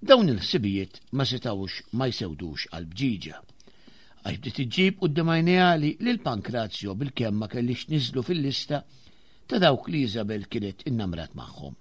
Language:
Maltese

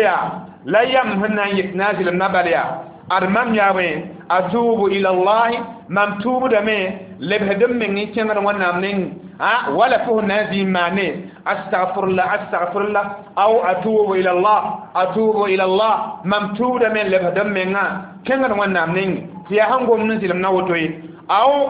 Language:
Mossi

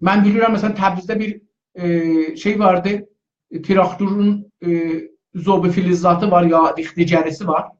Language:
South Azerbaijani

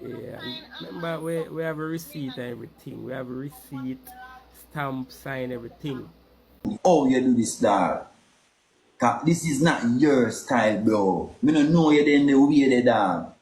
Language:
Jamaican Creole English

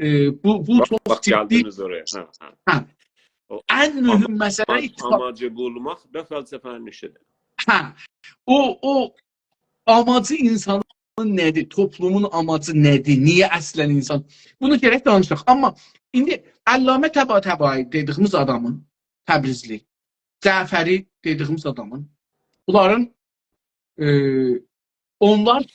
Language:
South Azerbaijani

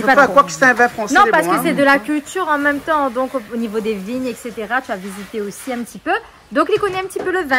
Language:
Réunion Creole French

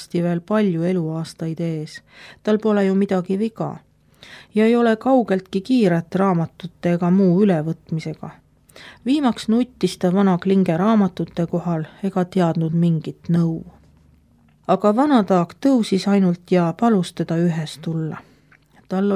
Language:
Estonian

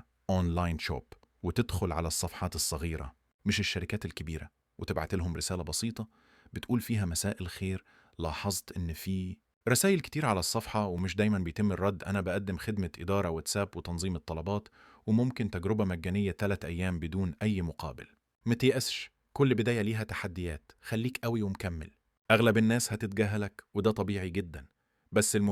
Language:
Egyptian Arabic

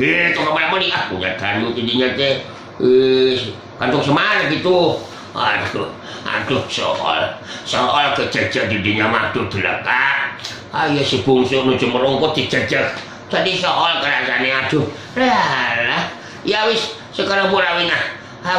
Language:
Sundanese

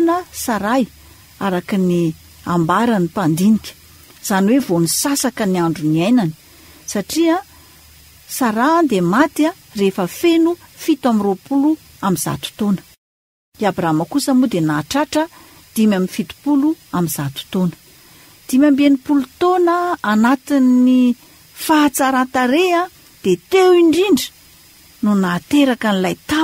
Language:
Malagasy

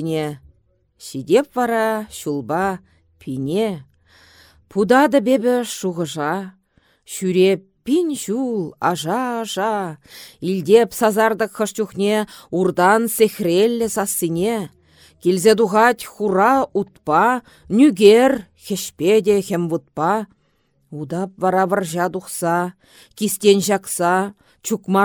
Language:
Chuvash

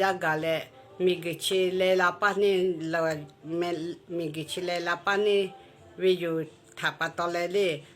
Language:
Lahu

